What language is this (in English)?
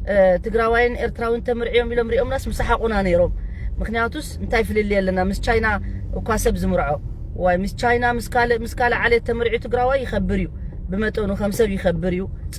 Tigrinya